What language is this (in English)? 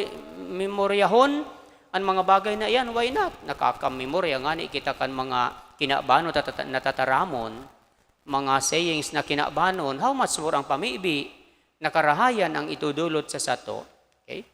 Bikol